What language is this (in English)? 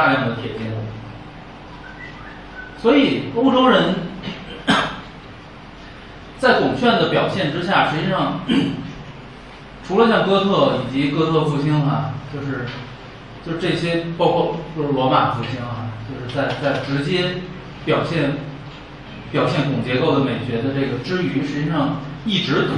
Chinese